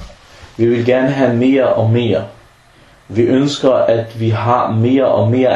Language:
Danish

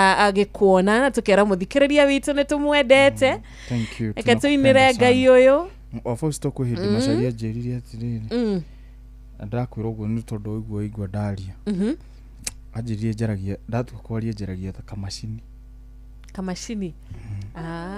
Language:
Kikuyu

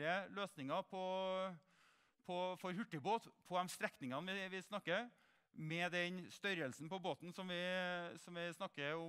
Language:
Norwegian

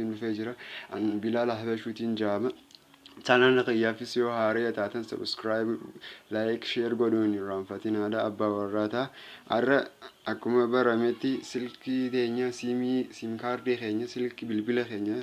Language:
Oromo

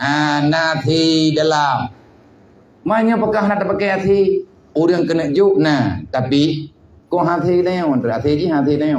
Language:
Achinese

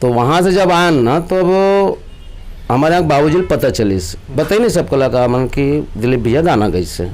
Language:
Chhattisgarhi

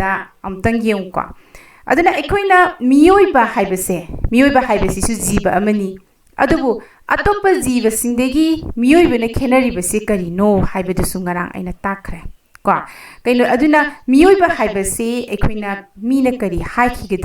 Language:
Manipuri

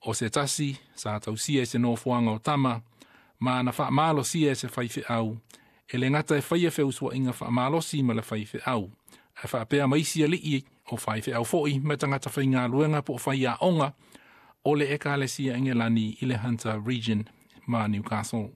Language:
Samoan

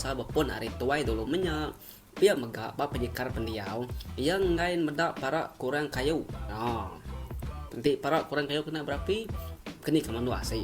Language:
Iban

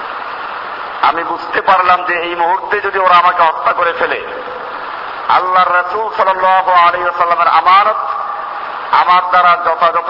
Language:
Bangla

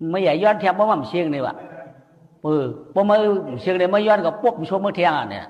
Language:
Shan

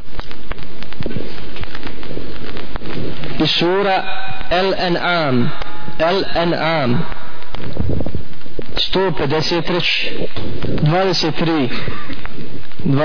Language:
Bosnian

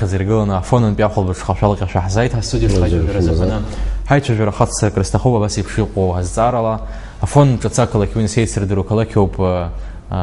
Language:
Abkhazian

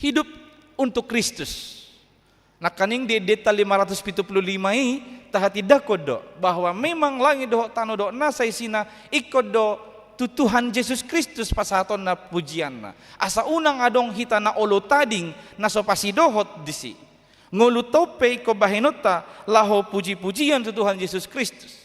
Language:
Batak Toba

